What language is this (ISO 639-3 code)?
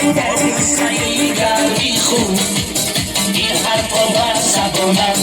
tgk